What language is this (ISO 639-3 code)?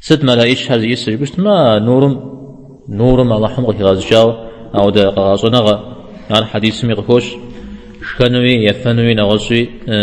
kbd